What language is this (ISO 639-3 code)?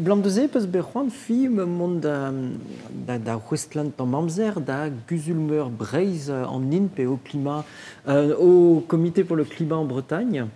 bre